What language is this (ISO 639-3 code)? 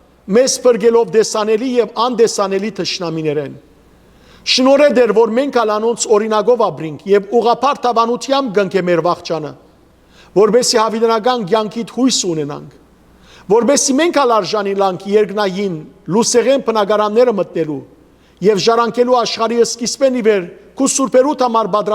hyw